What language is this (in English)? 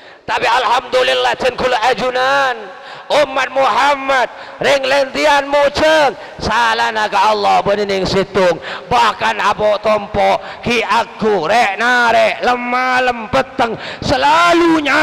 Madurese